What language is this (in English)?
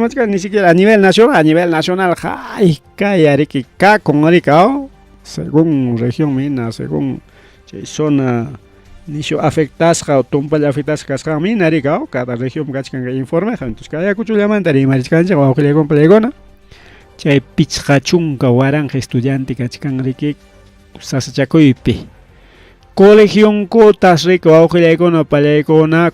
Ayacucho Quechua